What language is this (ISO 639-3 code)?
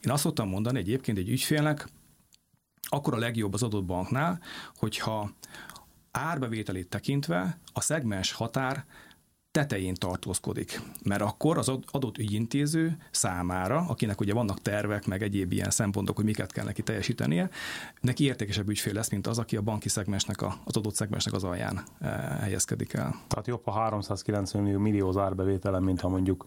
hun